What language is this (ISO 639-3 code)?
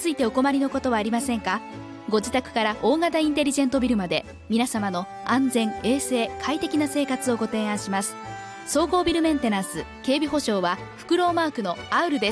jpn